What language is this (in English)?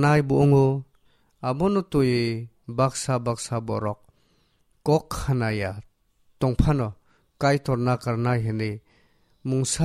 Kok Borok